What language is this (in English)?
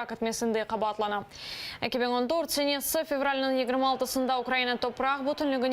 Crimean Tatar